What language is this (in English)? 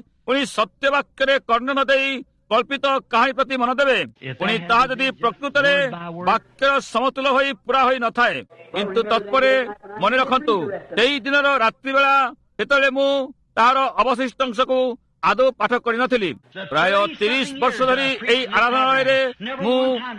Odia